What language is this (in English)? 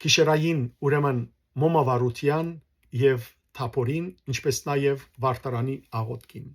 Western Armenian